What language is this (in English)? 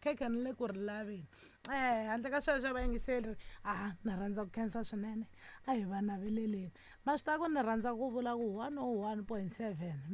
Tsonga